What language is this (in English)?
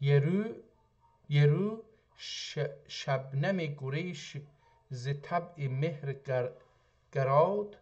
South Azerbaijani